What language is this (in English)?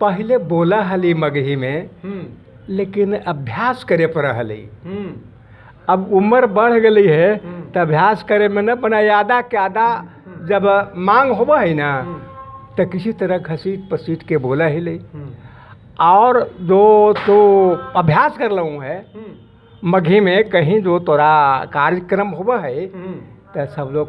Magahi